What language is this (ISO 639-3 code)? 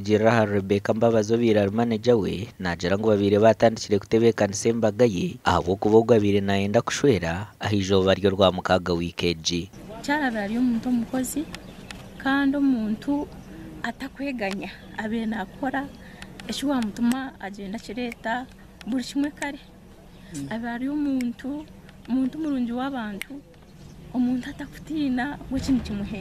nyn